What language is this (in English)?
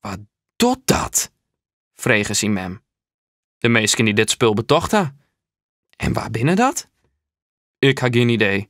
Western Frisian